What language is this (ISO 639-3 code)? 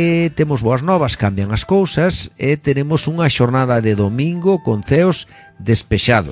glg